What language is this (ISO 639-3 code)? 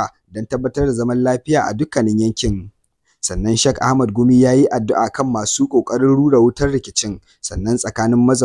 hau